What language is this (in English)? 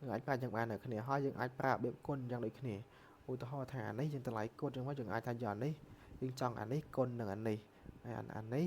Khmer